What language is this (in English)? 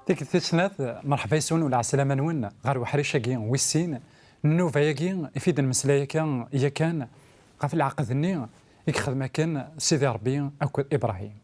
Kabyle